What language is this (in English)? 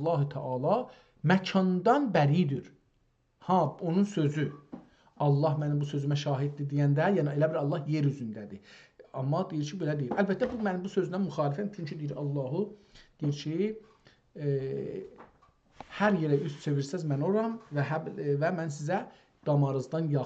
South Azerbaijani